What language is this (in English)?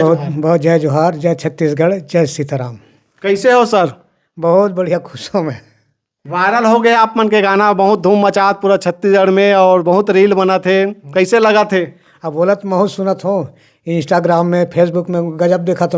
Chhattisgarhi